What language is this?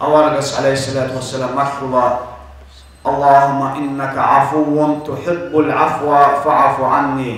Avaric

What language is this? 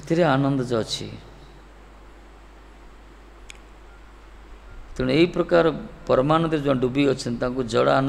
Odia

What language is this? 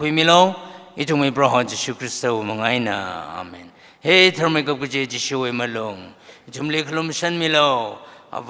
Tangkhul Naga (India)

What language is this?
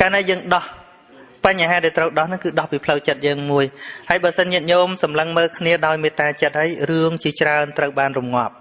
Khmer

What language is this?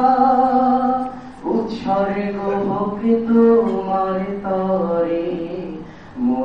Bangla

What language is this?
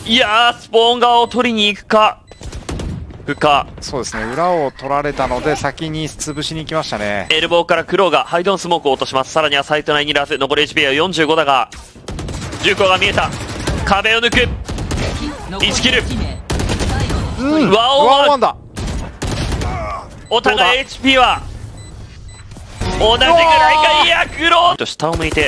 Japanese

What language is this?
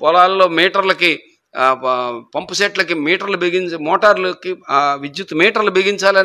Telugu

